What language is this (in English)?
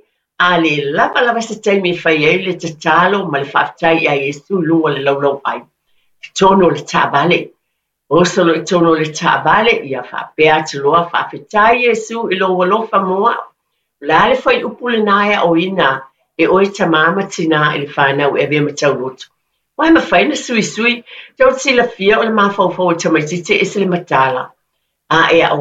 Samoan